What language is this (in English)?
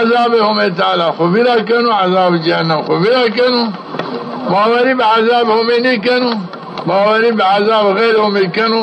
Zaza